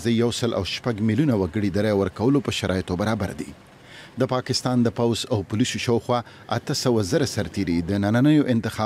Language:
Pashto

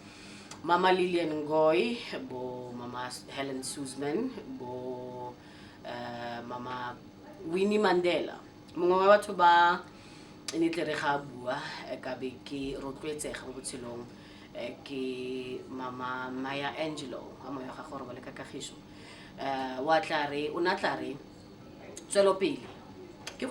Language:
Tswana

